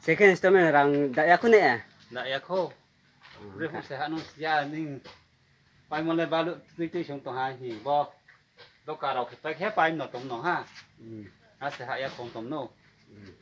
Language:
Riang (India)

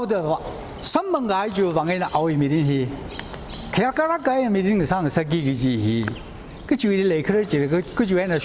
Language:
Tangkhul Naga (India)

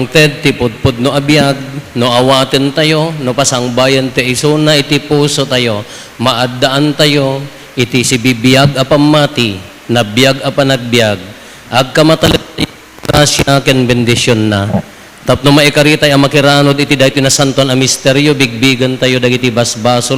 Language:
Iloko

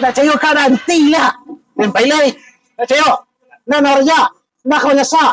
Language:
Minangkabau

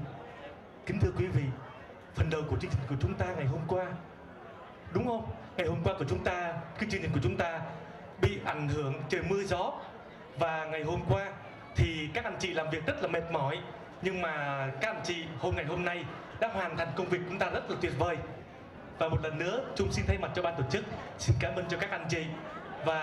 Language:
Vietnamese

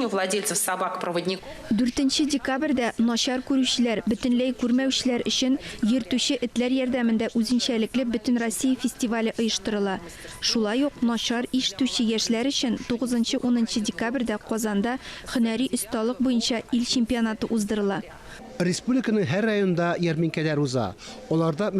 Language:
Tatar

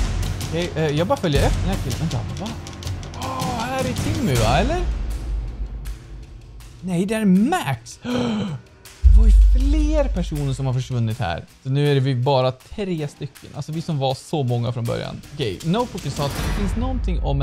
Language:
Swedish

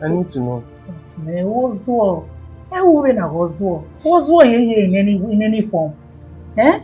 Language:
Bini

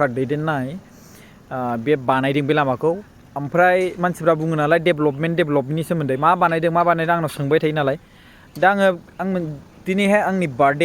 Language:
Bodo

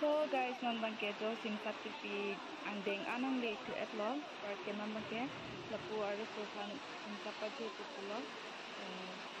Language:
Karbi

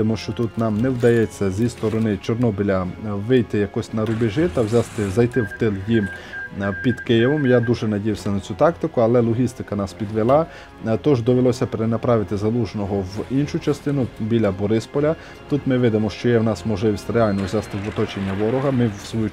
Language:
Ukrainian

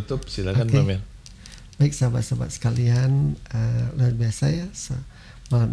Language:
Indonesian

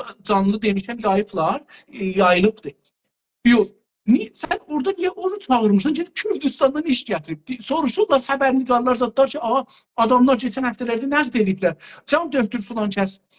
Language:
South Azerbaijani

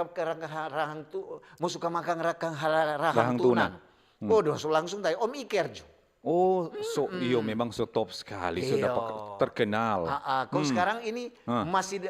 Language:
Manado Malay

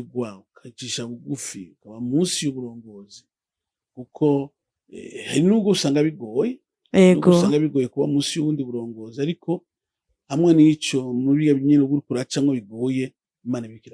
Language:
Rundi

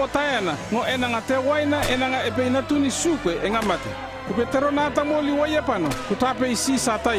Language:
North Efate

